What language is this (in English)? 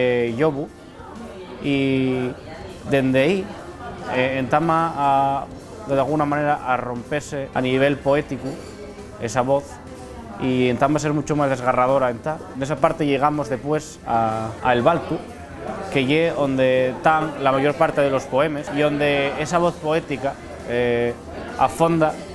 Asturian